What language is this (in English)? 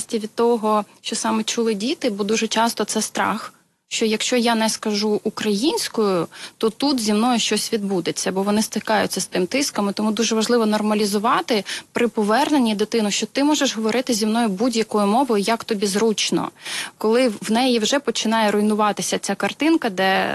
Ukrainian